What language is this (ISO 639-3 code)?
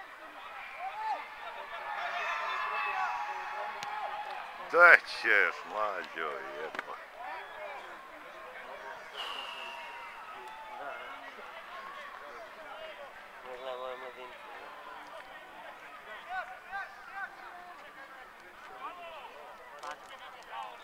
srp